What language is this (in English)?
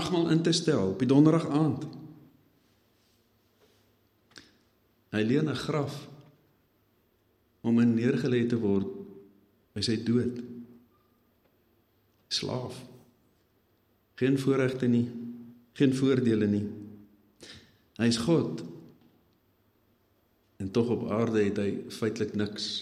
Afrikaans